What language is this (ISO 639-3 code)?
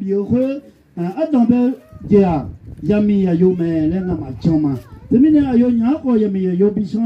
ahk